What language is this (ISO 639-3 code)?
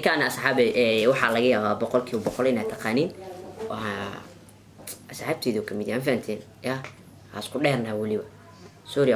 som